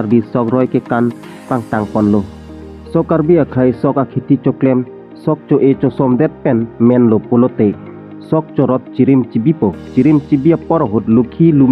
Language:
Karbi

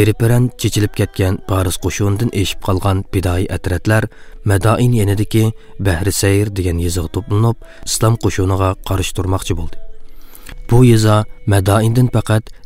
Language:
Uyghur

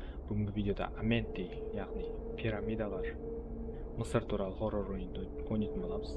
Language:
Kara-Kalpak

